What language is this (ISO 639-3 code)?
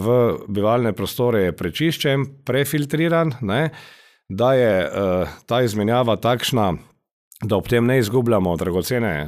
slv